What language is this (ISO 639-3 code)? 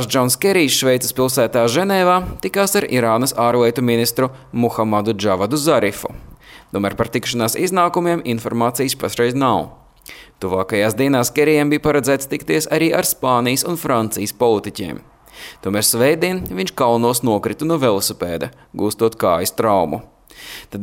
lav